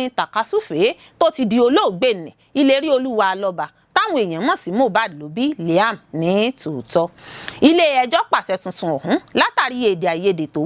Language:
Yoruba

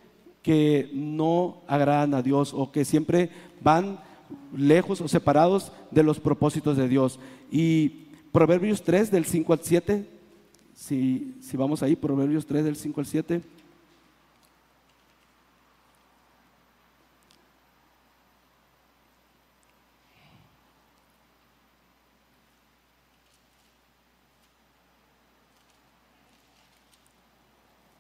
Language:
Spanish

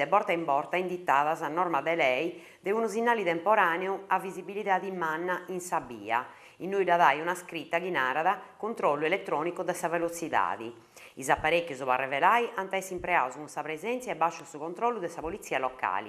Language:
Sardinian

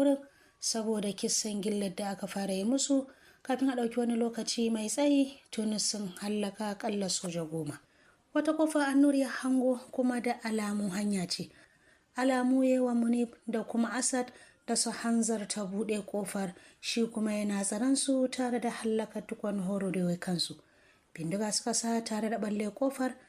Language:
Hausa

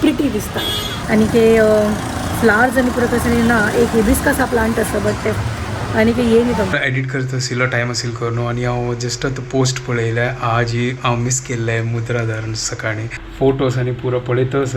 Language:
Konkani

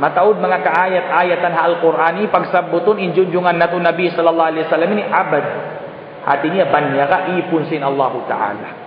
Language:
Tausug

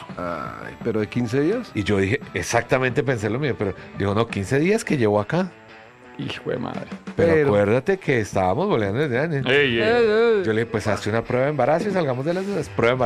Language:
Spanish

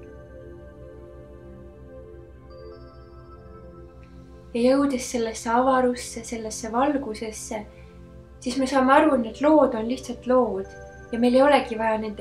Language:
Estonian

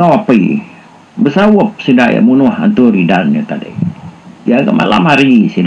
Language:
Iban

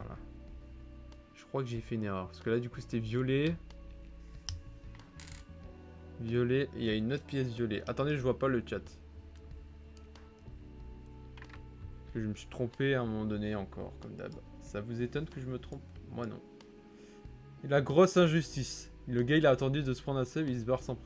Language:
French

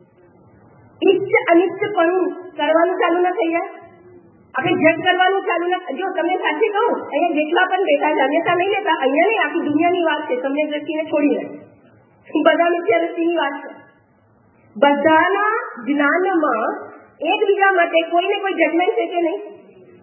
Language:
Gujarati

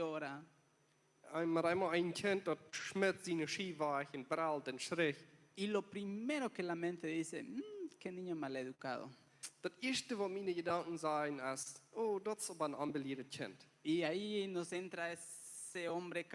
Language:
Plautdietsch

